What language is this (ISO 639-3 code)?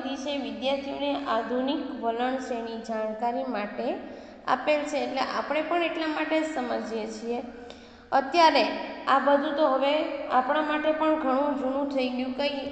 guj